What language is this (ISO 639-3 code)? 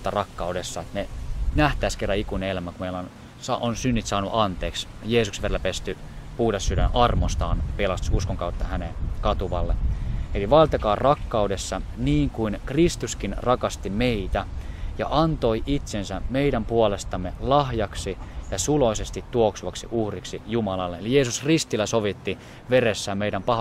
fin